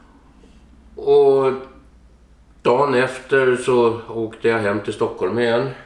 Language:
Swedish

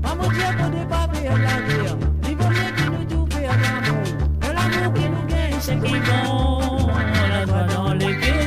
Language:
Morisyen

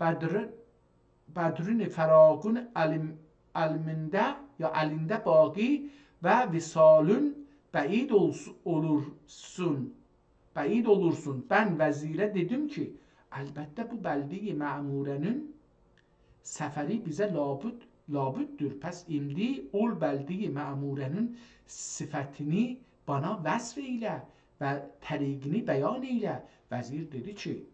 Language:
South Azerbaijani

